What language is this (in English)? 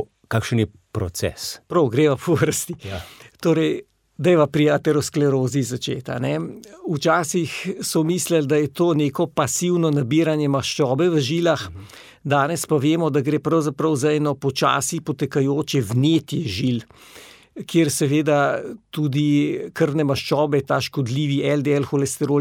Slovenian